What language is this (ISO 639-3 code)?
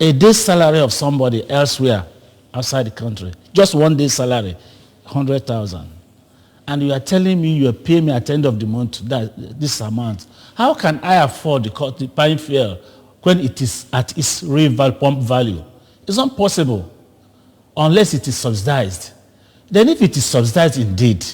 ibo